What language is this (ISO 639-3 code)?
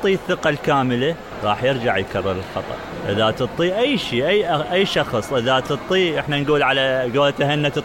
acm